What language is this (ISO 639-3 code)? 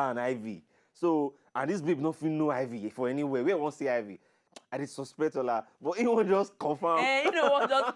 pcm